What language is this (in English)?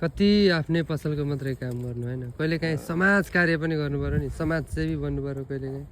Nepali